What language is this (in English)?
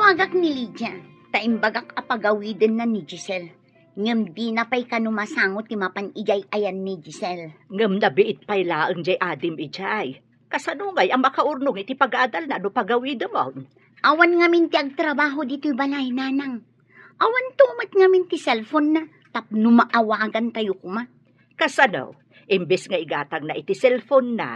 Iloko